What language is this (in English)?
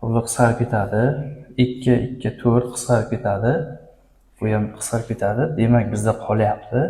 Uzbek